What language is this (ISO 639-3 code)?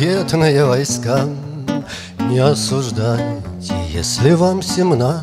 rus